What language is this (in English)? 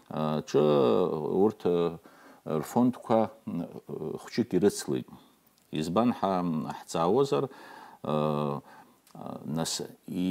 Abkhazian